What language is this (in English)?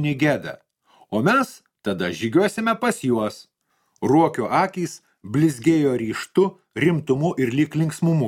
Lithuanian